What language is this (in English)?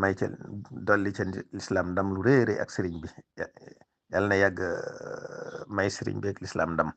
Wolof